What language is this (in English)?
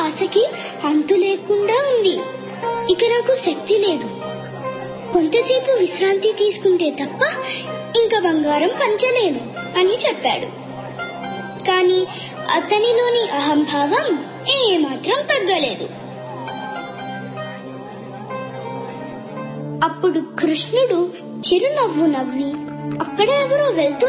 Telugu